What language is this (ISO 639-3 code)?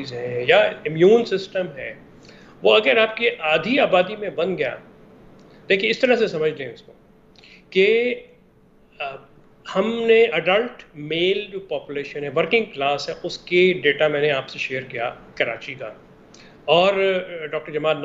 urd